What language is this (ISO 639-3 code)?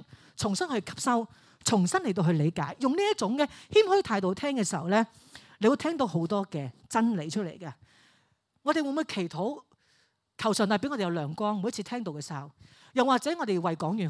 yue